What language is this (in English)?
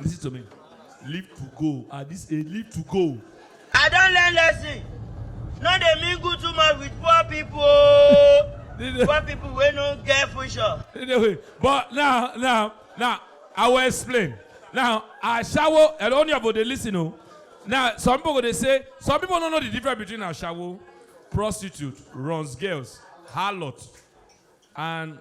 Nigerian Pidgin